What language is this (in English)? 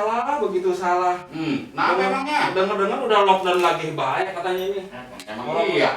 Betawi